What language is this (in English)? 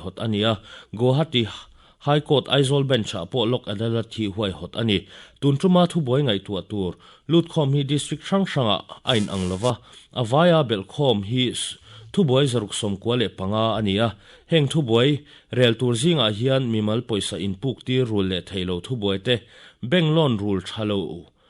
Mizo